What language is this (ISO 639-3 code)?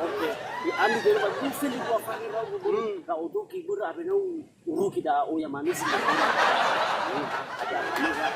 nia